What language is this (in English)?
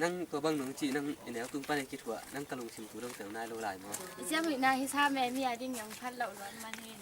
Tedim Chin